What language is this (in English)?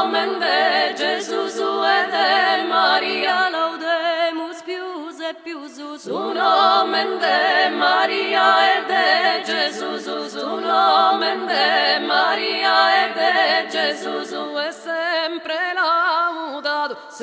Sardinian